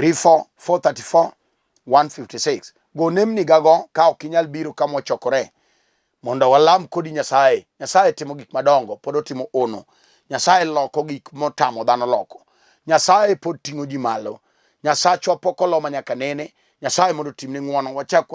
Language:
Luo (Kenya and Tanzania)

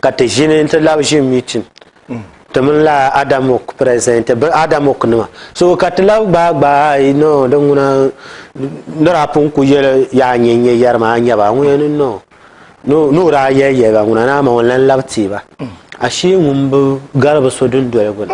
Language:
Dagbani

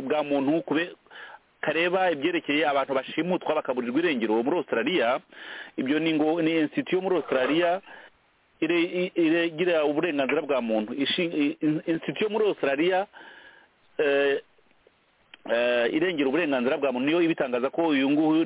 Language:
Kinyarwanda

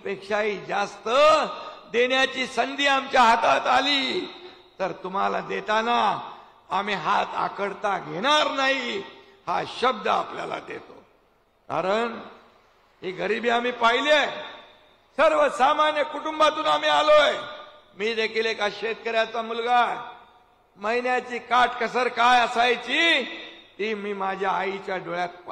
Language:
Marathi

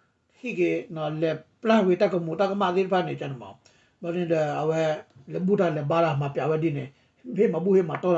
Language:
S'gaw Karen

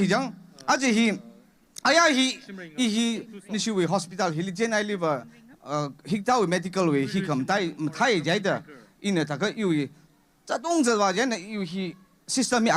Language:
Tangkhul Naga (India)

